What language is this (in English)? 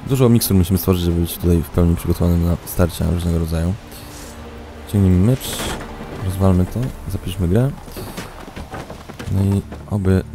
Polish